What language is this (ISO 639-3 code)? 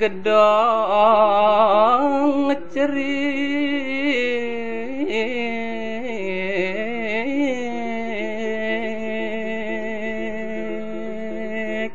ban